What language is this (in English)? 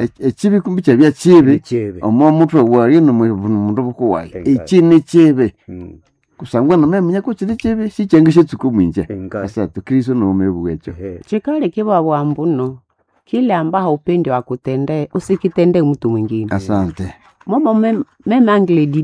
Nande